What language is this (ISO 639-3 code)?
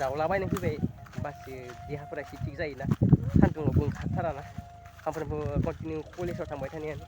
brx